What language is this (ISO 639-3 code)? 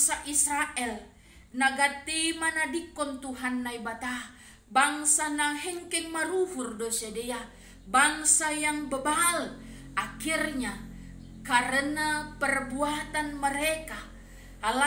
bts